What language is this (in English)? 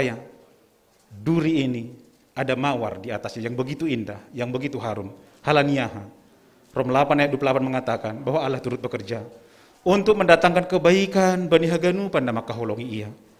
Batak Simalungun